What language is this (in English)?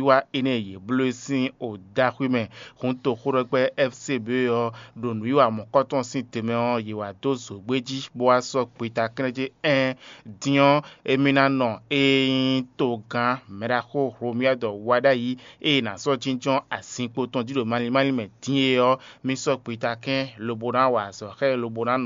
Fon